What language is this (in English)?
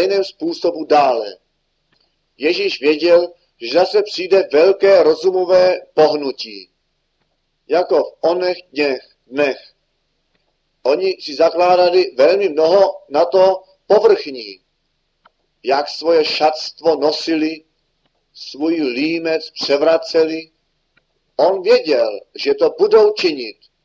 Czech